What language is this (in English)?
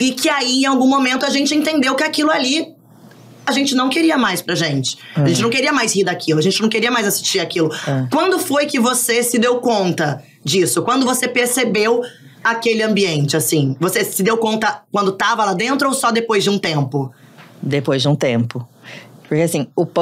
Portuguese